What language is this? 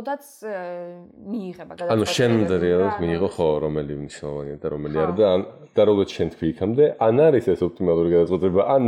Georgian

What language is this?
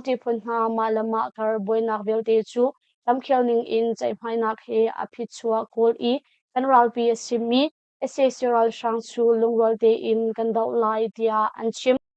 Hakha Chin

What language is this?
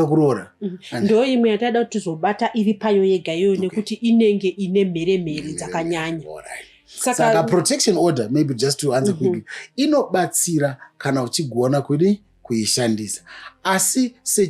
Shona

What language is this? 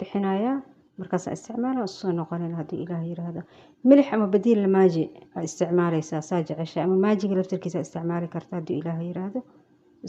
Somali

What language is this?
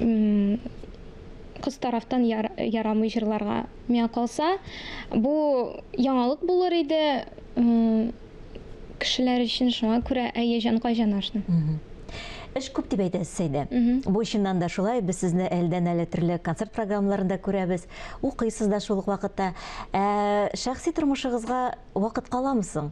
Tatar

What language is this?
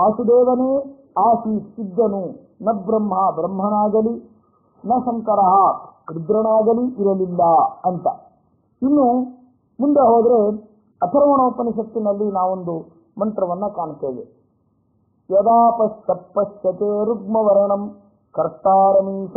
Kannada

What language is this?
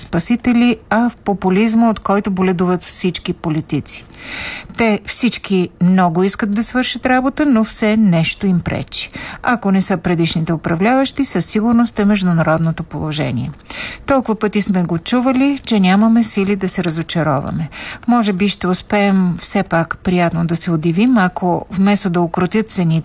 Bulgarian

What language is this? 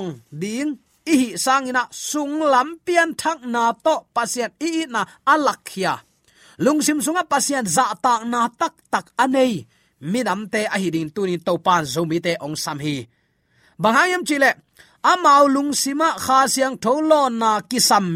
Tedim Chin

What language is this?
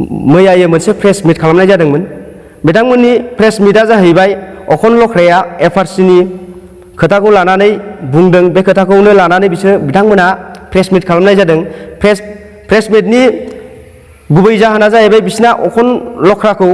Bodo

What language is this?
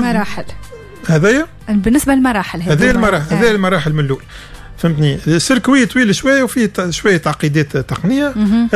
Tunisian Arabic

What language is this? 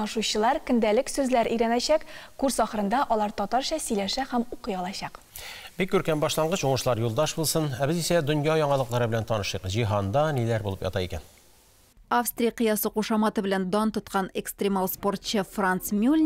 Tatar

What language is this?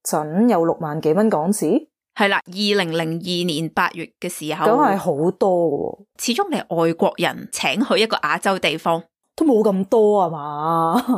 Cantonese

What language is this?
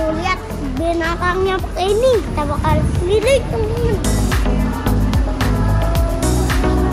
Indonesian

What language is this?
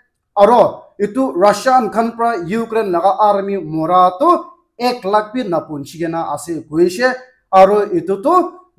Naga Pidgin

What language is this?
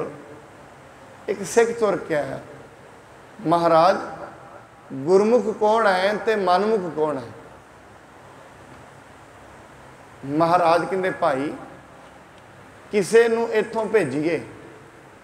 Punjabi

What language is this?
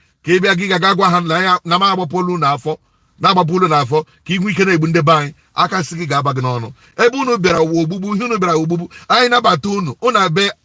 Igbo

